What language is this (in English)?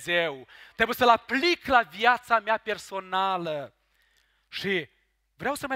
Romanian